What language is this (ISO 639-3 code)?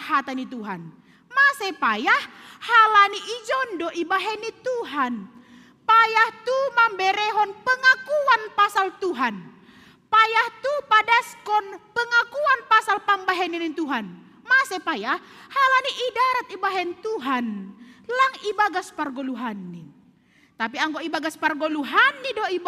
bts